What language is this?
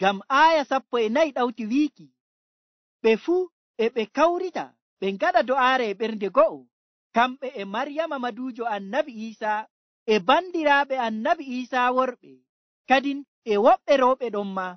Nigerian Fulfulde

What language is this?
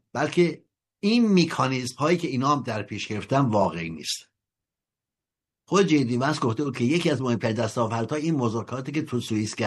Persian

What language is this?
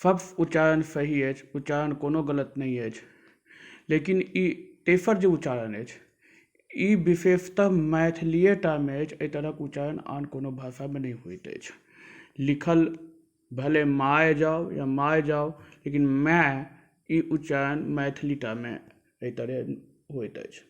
Maithili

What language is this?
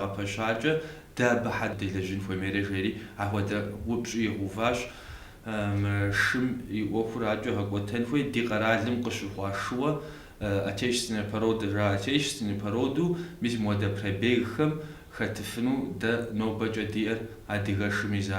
Kabardian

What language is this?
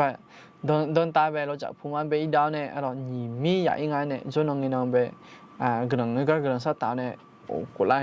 Akha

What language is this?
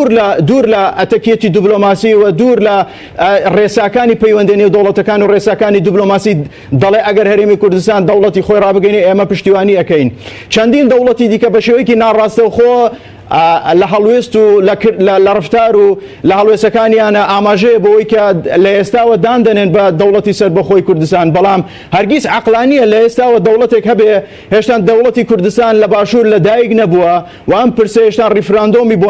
Central Kurdish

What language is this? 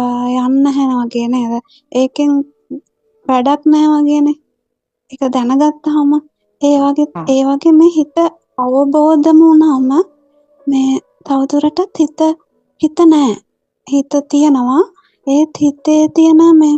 Sinhala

